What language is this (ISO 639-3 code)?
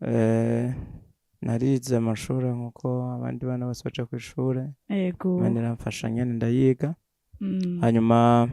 run